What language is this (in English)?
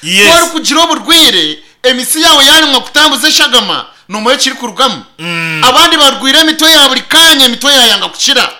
Nyankole